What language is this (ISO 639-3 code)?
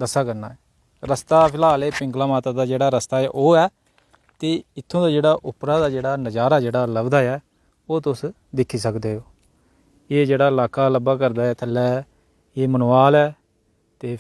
doi